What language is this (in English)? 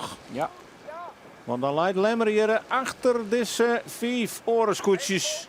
Western Frisian